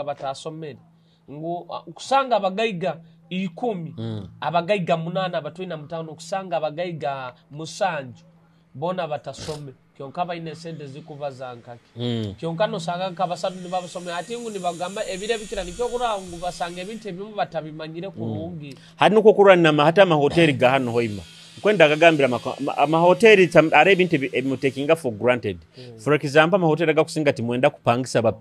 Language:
Nyoro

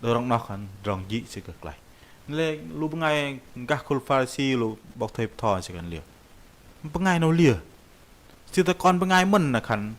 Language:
Bahnar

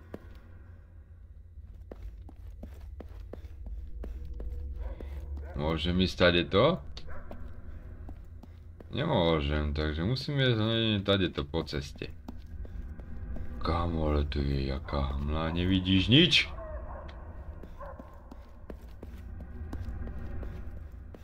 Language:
Slovak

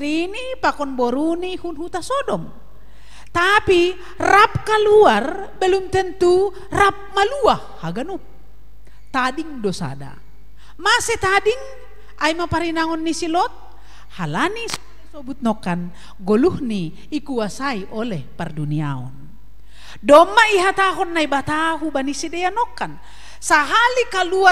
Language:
Batak Simalungun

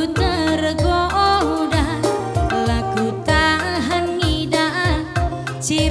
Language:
Batak Karo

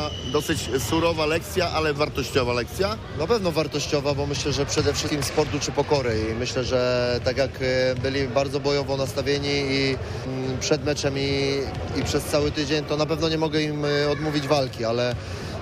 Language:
Polish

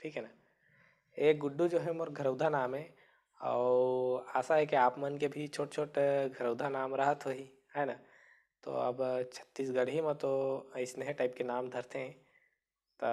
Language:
Chhattisgarhi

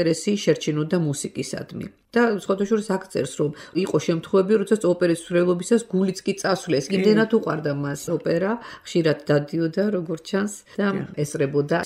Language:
Georgian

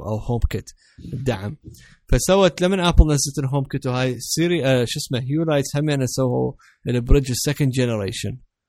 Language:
Mesopotamian Arabic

